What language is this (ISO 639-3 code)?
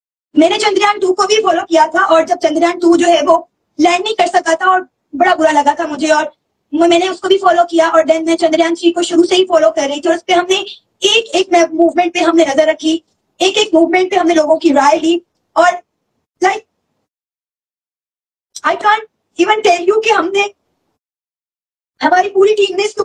hin